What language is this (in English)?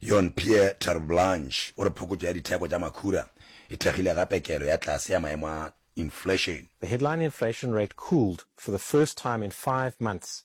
Northern Sotho